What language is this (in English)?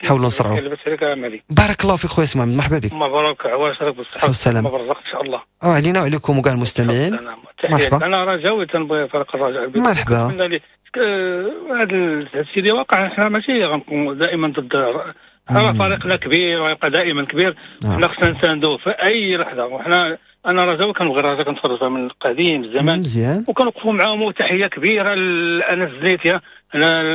Moroccan Arabic